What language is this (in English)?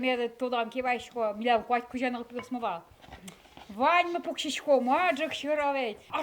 Udmurt